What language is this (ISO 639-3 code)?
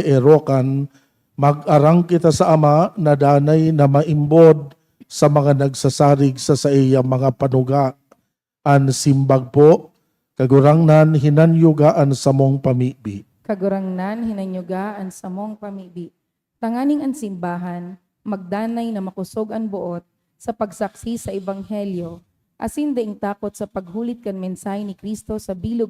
bik